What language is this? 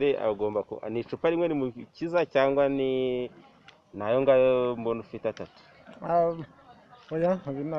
Kinyarwanda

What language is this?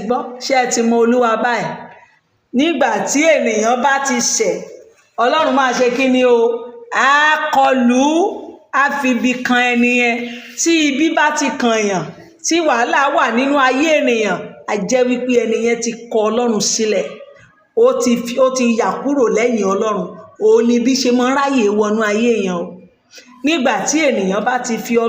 Yoruba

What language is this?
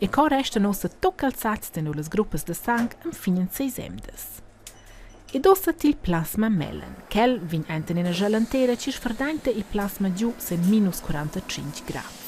Romansh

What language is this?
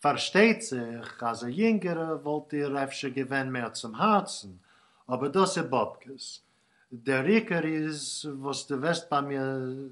Yiddish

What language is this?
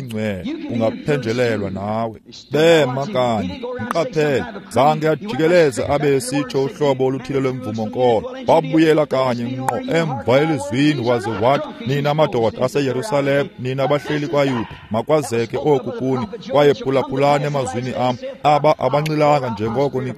Xhosa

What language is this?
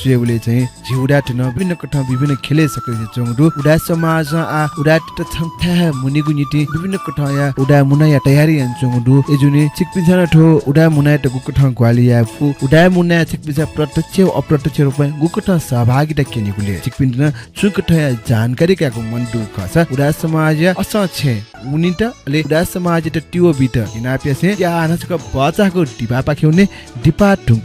Newari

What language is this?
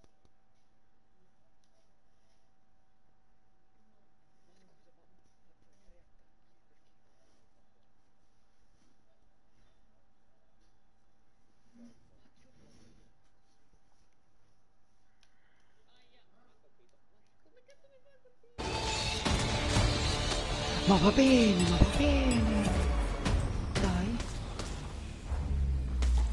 Italian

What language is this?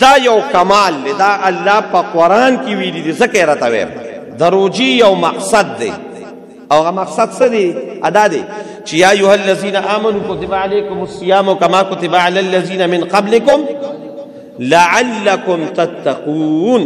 Pashto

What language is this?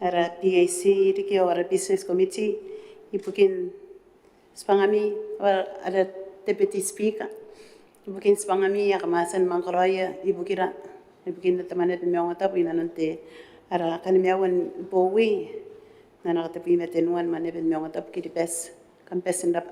Gilbertese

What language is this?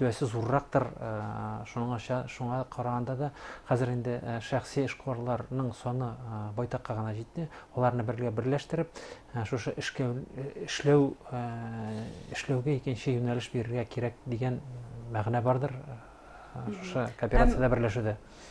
Bashkir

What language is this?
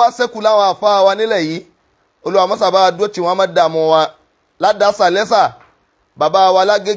Yoruba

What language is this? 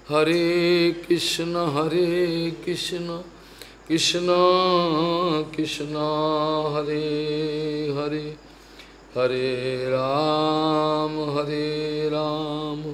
Bangla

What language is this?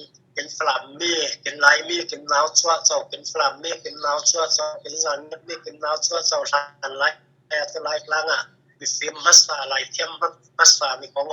Falam Chin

